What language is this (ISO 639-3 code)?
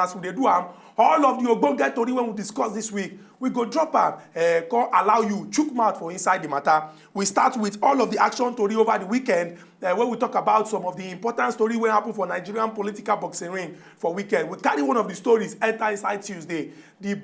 pcm